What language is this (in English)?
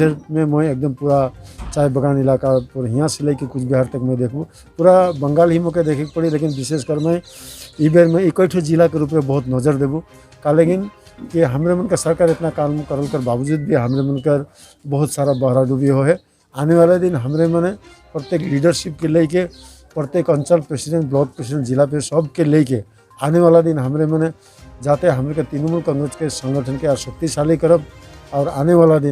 Sadri